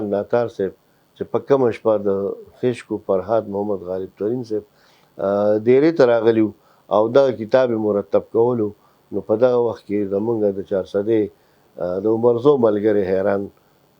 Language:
Pashto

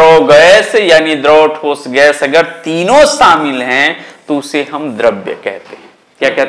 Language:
Hindi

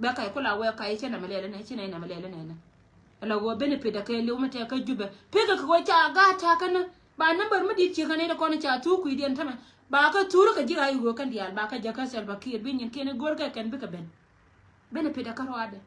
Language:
Nuer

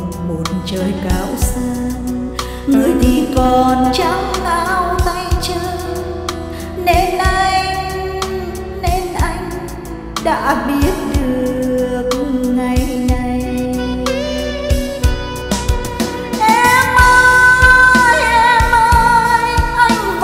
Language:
Vietnamese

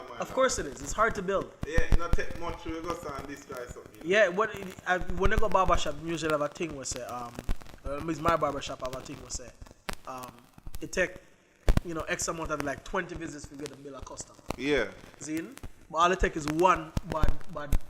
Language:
Jamaican Creole English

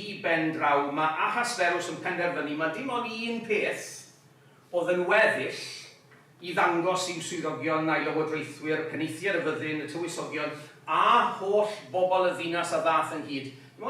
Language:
Welsh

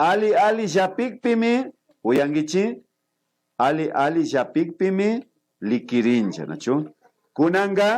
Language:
Imbabura Highland Quichua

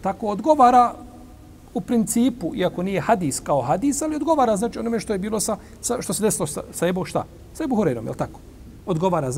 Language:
Bosnian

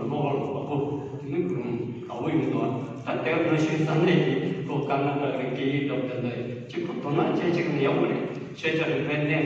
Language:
Tibetan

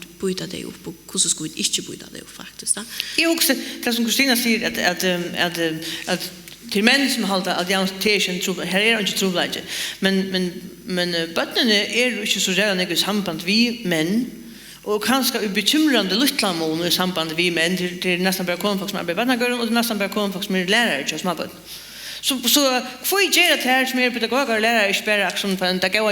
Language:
Faroese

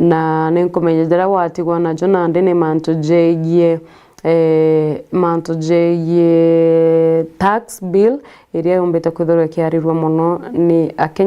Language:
Meru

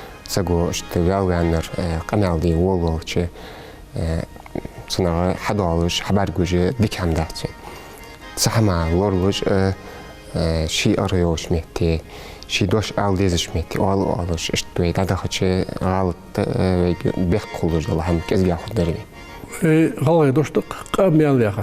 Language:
Ingush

